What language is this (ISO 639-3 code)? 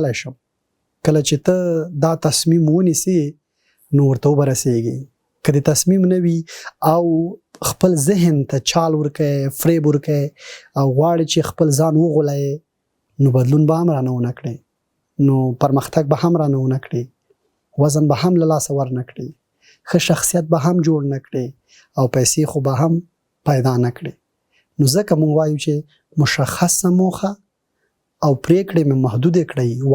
pus